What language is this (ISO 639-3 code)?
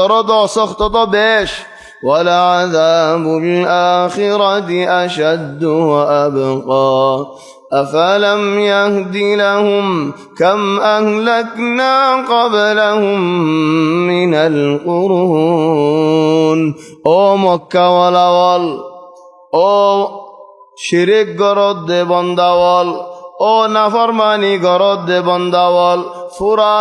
rhg